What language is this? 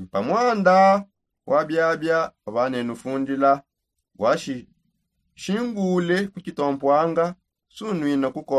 Songe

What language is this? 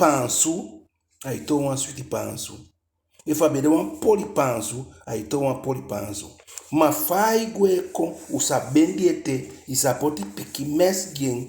Eastern Maroon Creole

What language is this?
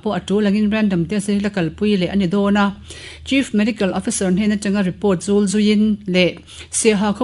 Mizo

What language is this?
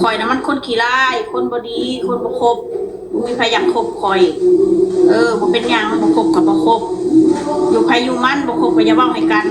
Lao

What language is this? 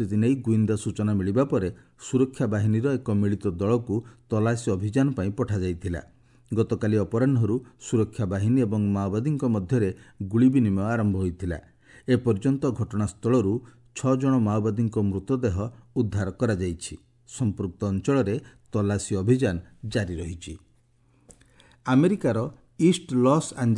Odia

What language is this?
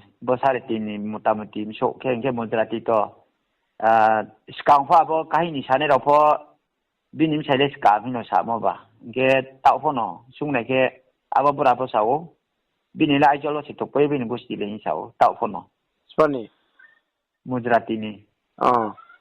Riang (India)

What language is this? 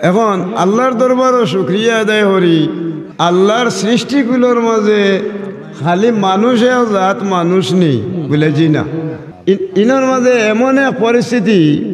Sylheti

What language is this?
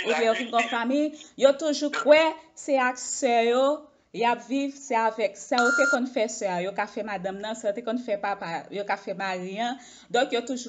Haitian Creole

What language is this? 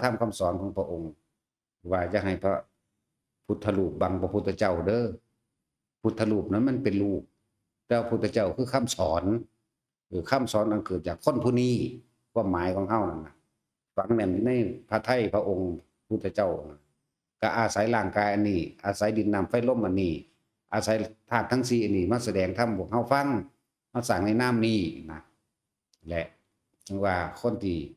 Northeastern Thai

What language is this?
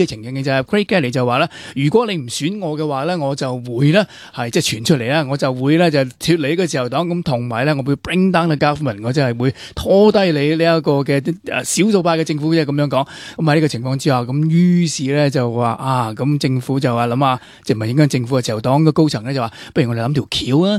Cantonese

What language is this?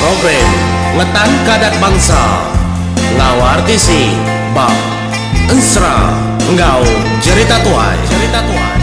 Iban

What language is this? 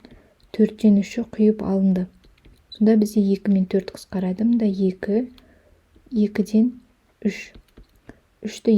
Kazakh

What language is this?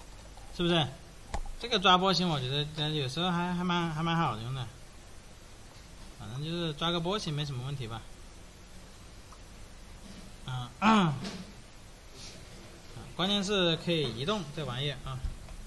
Chinese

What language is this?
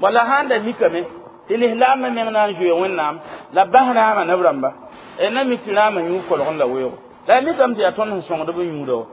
Mossi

